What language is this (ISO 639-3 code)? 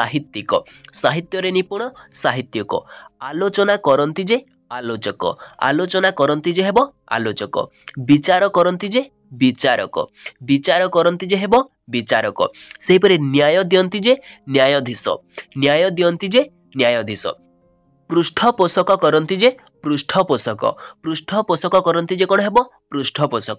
ori